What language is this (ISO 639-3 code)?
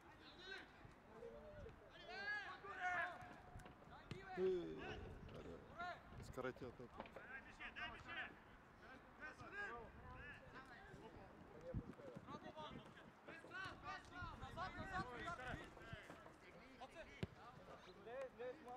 bul